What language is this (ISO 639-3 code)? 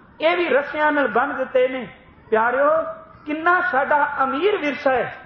pan